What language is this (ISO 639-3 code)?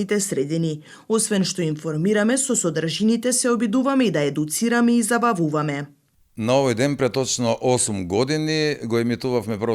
mkd